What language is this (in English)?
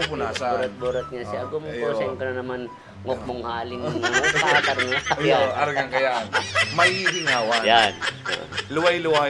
Bikol